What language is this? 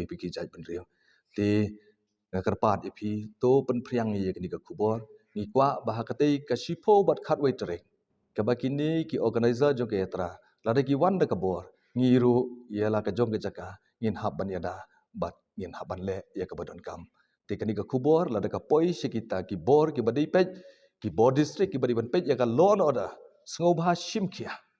Khasi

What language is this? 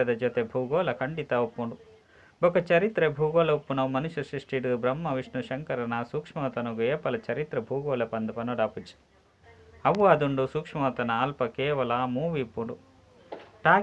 Tulu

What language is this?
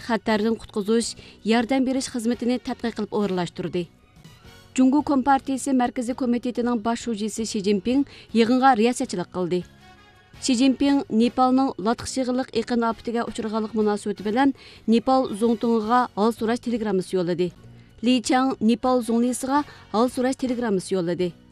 Uyghur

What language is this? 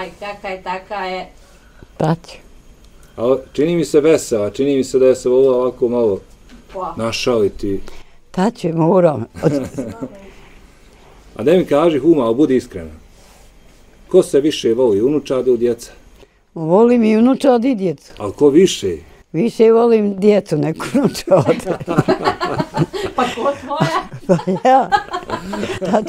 Bosnian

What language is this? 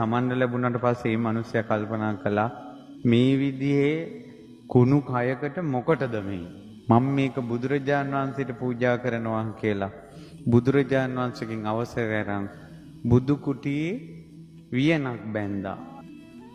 Sinhala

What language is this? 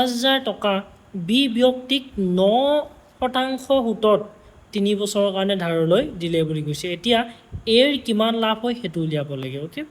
Assamese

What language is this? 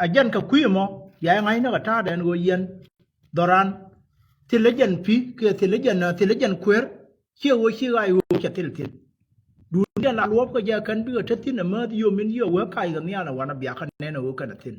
Nuer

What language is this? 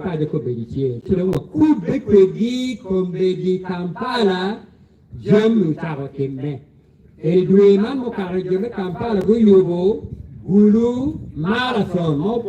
Acoli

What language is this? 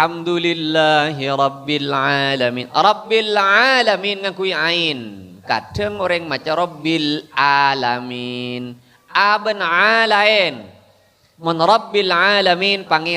Madurese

